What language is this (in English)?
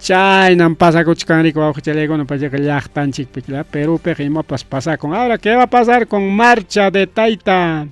Ayacucho Quechua